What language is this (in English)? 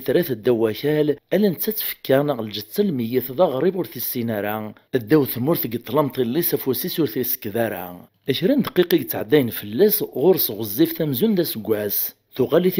Kabyle